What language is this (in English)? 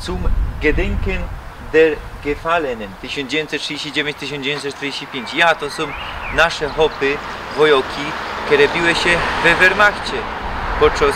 Silesian